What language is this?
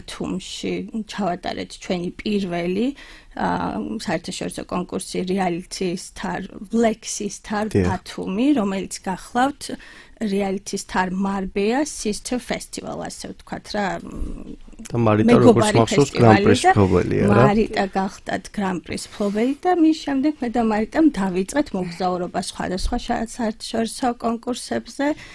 Georgian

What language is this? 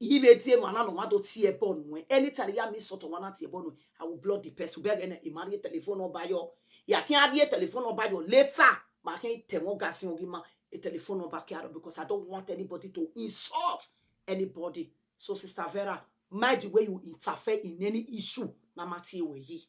Nigerian Pidgin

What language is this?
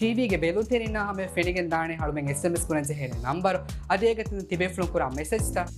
Divehi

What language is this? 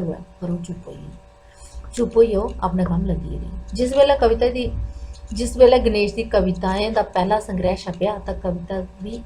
Dogri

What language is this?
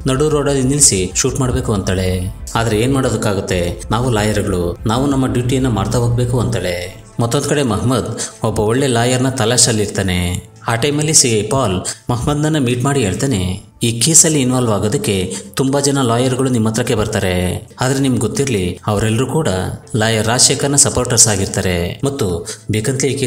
Kannada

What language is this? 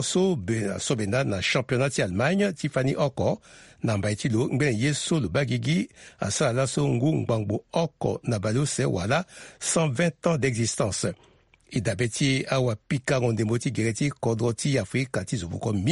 Sango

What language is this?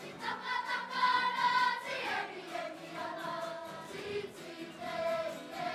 Māori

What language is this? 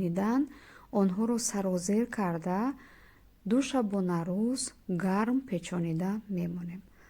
Tajik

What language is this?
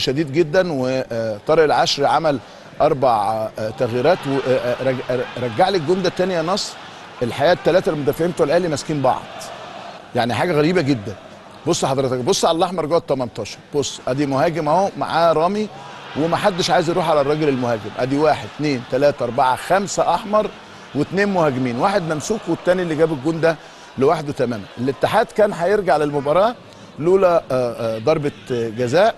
Egyptian Arabic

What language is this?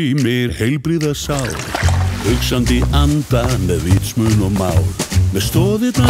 Icelandic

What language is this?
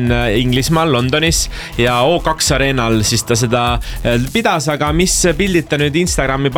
Estonian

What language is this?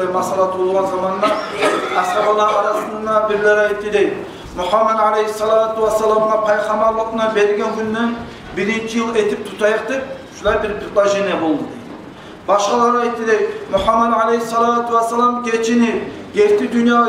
Kumyk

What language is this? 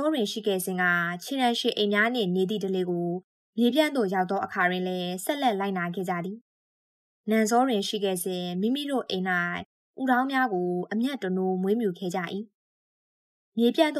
Burmese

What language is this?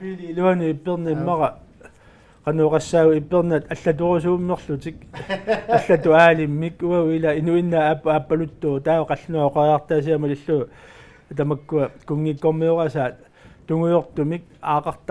Kalaallisut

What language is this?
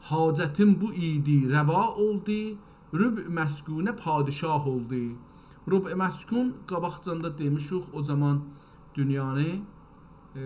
South Azerbaijani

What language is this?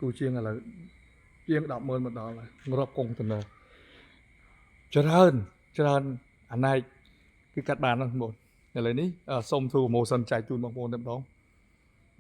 Khmer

